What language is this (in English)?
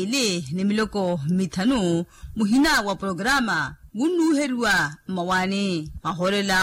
Makhuwa